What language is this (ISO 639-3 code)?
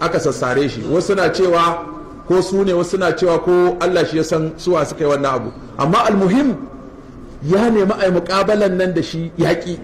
hau